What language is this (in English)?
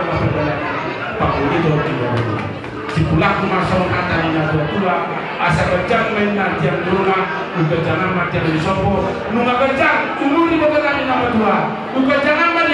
Batak Toba